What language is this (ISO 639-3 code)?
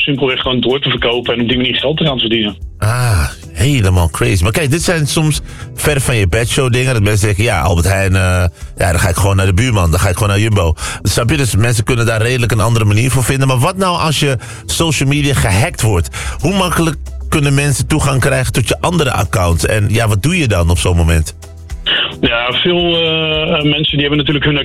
nld